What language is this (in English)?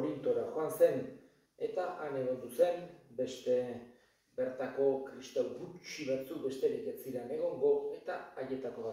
Basque